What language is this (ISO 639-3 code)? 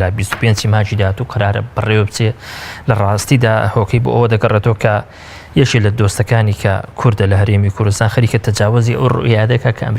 ckb